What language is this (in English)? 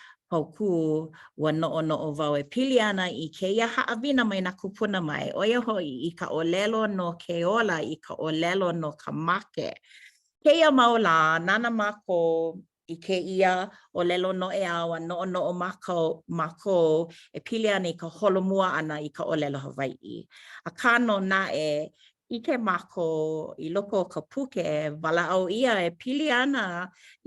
Hawaiian